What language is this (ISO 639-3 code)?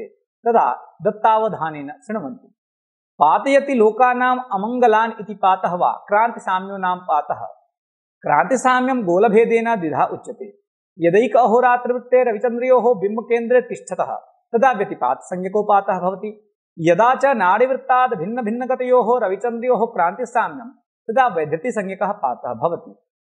san